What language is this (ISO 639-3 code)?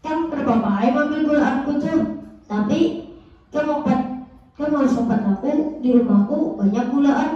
bjn